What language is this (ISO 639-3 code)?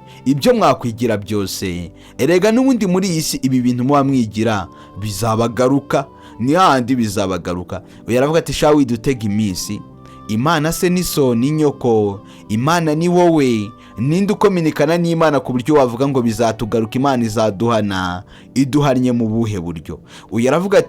kin